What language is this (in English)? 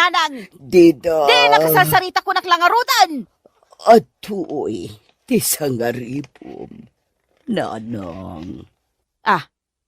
Iloko